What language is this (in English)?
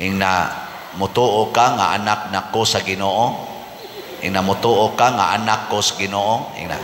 Cebuano